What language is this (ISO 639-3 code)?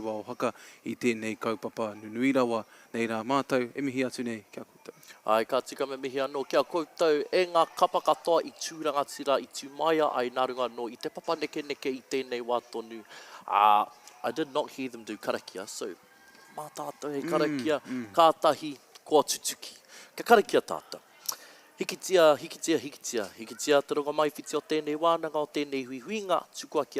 mri